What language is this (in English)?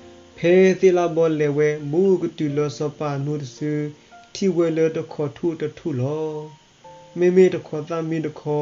S'gaw Karen